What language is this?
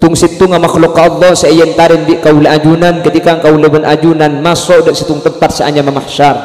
Madurese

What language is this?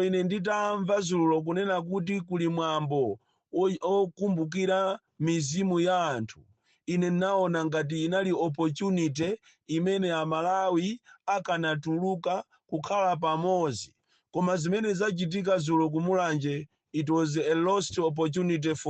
Nyanja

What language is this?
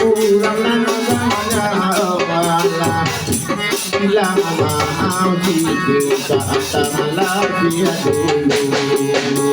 Minangkabau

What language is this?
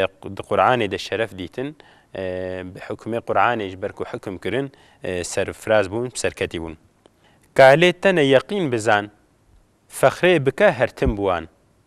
Kurdish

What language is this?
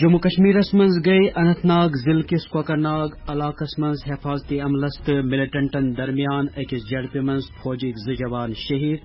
Kashmiri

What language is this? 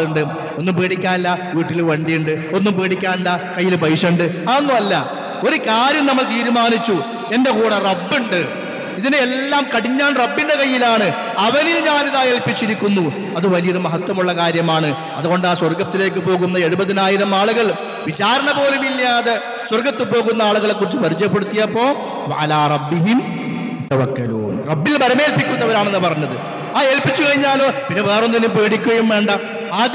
Malayalam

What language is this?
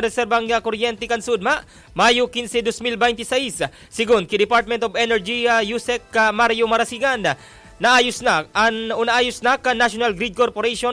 Bikol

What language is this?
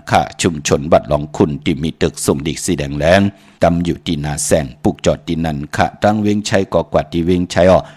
Shan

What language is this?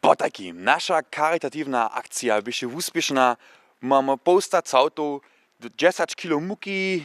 Upper Sorbian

